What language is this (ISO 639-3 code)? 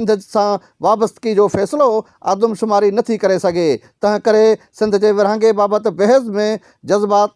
snd